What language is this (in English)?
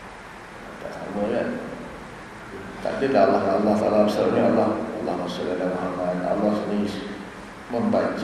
Malay